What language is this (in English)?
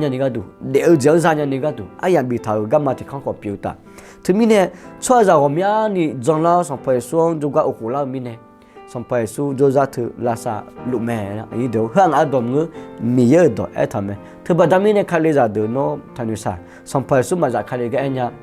Akha